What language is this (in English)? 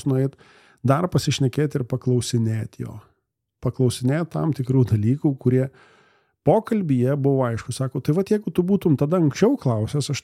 Lithuanian